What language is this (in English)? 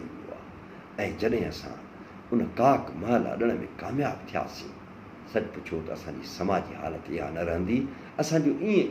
Sindhi